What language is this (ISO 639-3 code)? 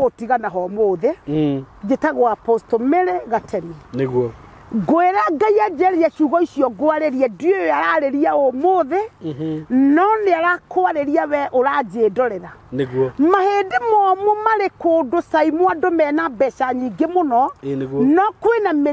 kik